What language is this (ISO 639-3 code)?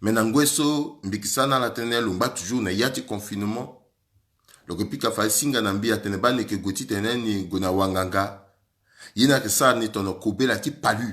sag